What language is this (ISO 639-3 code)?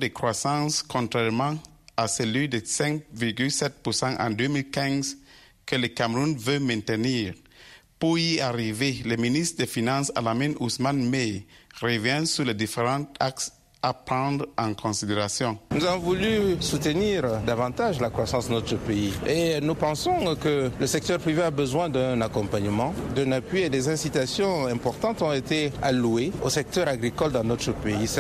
fra